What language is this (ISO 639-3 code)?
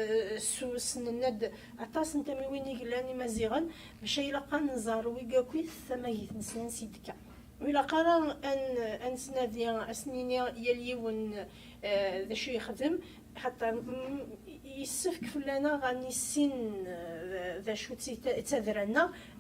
kab